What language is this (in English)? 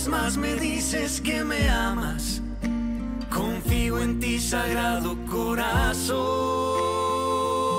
Spanish